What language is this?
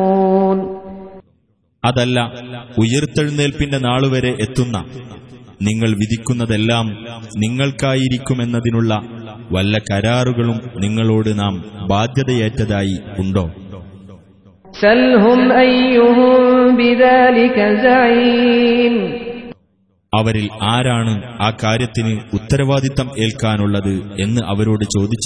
Malayalam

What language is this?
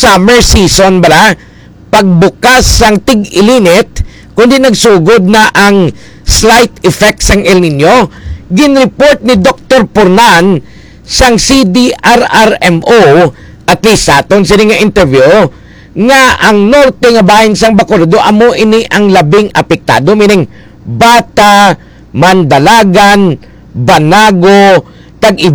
Hiligaynon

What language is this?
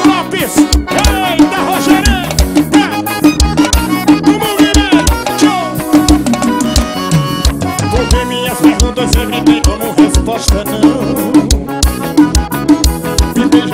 Portuguese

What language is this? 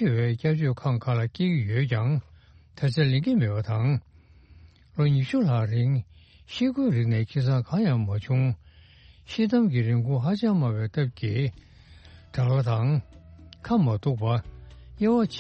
Tibetan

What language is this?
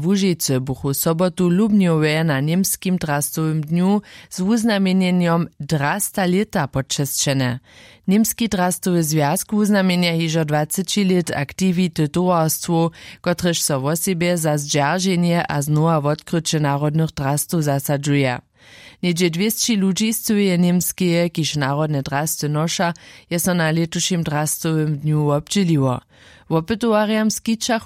Upper Sorbian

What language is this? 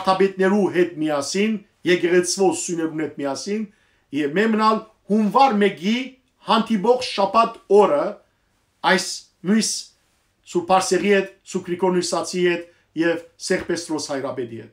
Western Armenian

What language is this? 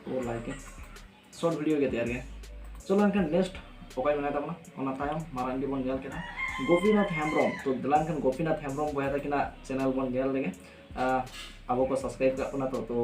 Santali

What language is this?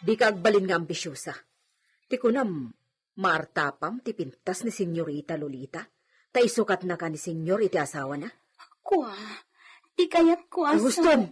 Iloko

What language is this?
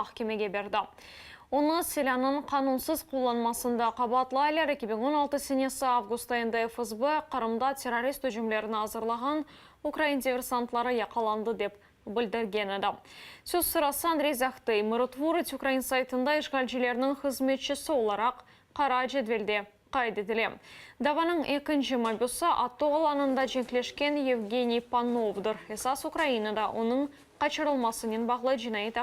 Crimean Tatar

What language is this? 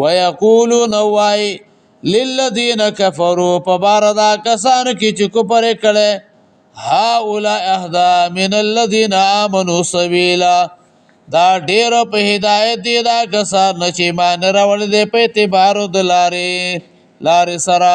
Pashto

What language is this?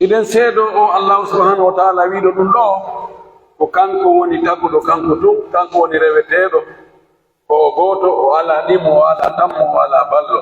Pular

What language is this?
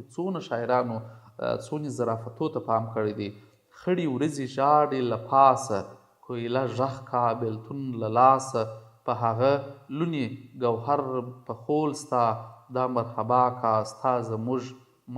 Pashto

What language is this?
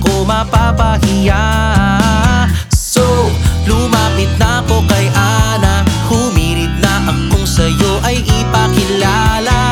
Filipino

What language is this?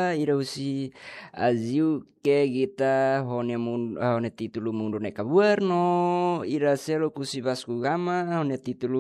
Tetum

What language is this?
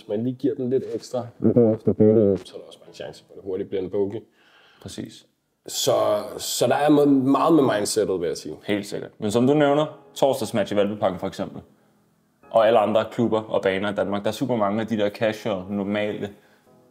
Danish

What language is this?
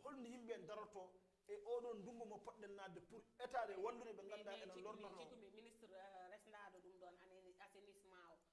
Fula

